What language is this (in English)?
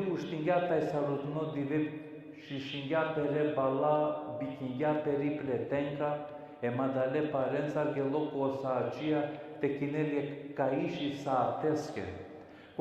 Balkan Romani